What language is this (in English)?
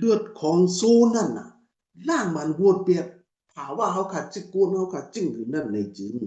Shan